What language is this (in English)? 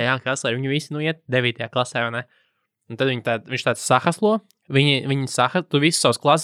Latvian